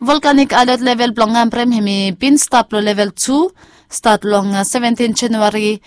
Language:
Bislama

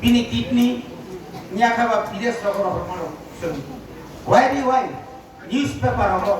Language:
Kok Borok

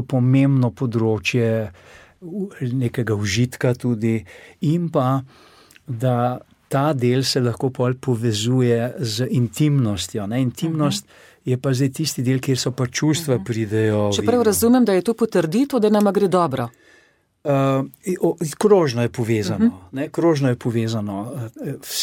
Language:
Slovenian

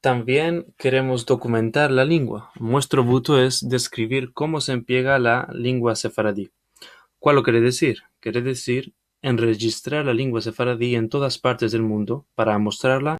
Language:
Ladino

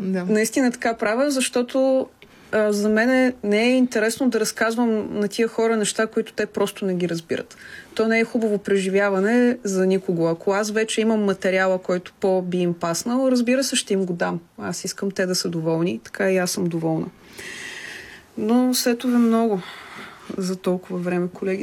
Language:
Bulgarian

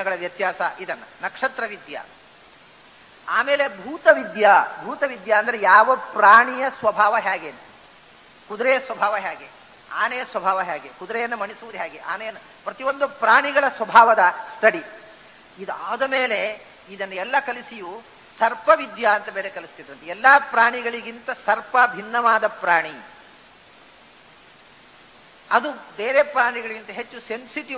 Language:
Kannada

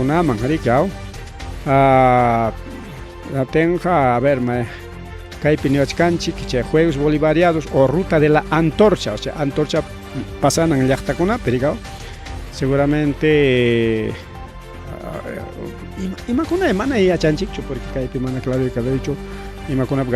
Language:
Ayacucho Quechua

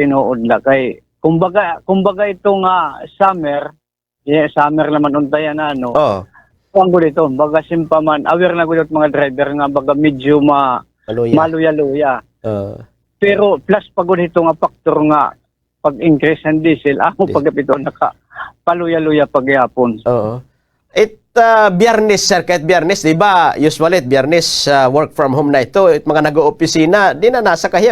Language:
Waray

